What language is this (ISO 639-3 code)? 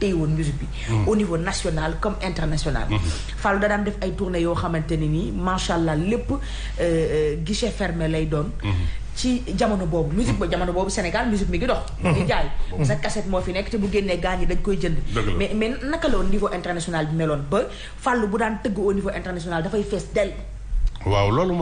wol